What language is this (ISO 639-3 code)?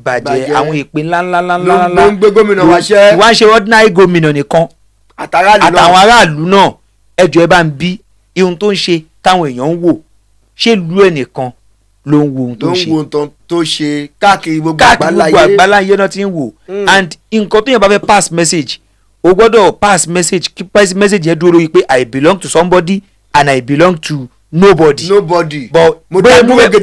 yor